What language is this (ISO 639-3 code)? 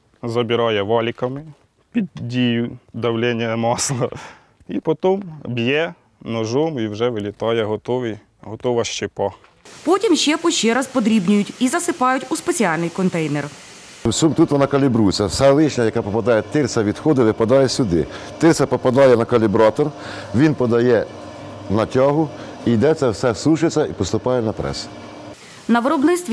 ukr